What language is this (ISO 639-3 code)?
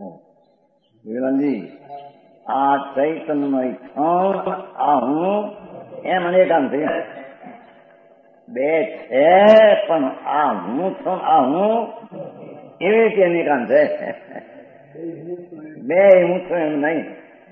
guj